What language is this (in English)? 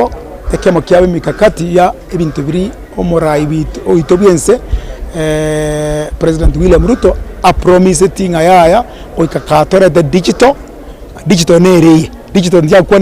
Gusii